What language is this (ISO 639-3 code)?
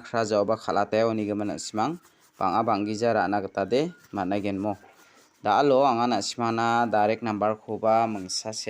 grt